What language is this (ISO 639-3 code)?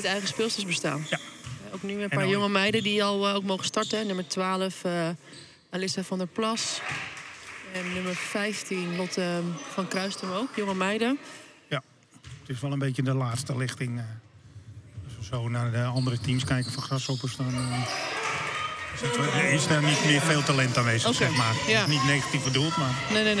nld